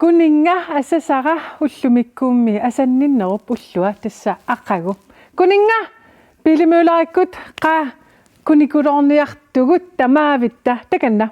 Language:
Kalaallisut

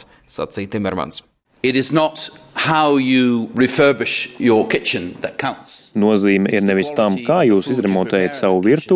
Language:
Latvian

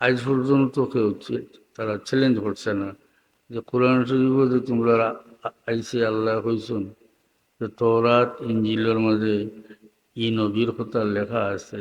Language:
Sylheti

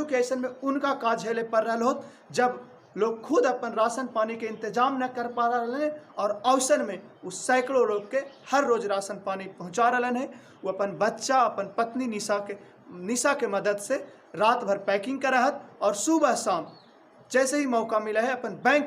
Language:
Magahi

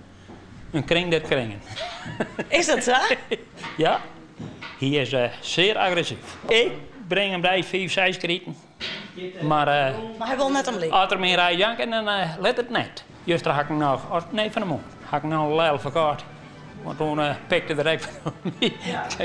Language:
Western Frisian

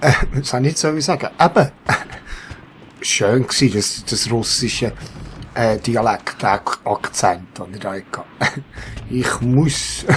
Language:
Swiss German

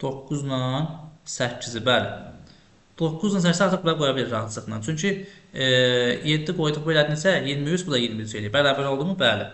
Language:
Azerbaijani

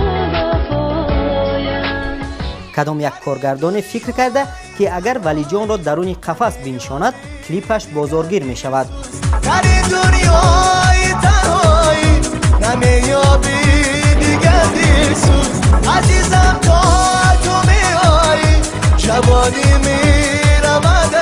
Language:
Tajik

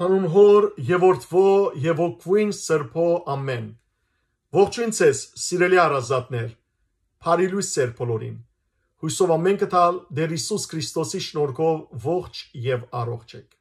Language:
Western Armenian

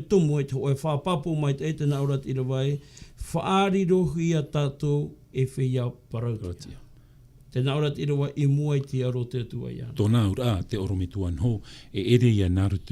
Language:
Tahitian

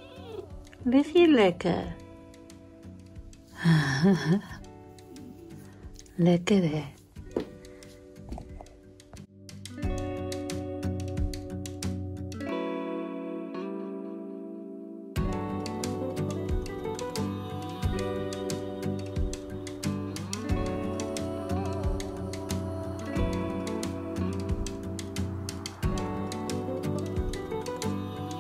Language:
Dutch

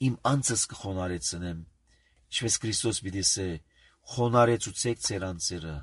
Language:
Armenian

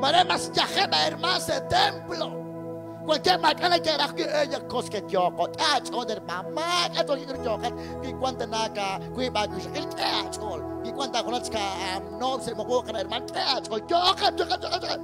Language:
Kekchí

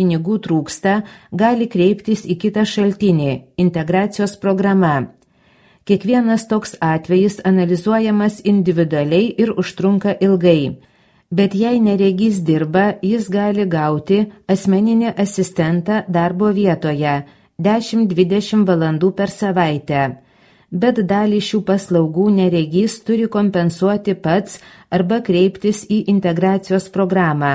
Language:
Lithuanian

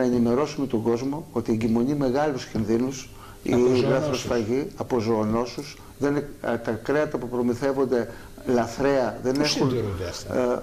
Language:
Greek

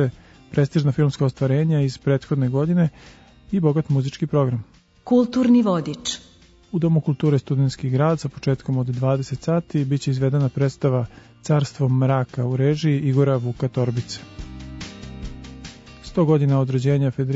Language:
Serbian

